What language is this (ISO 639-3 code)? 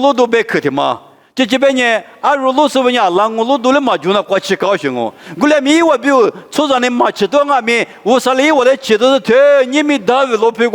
lis